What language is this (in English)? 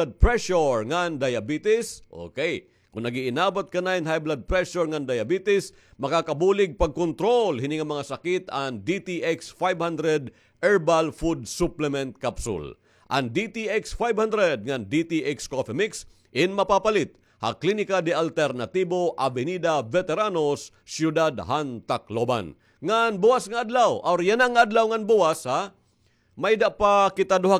Waray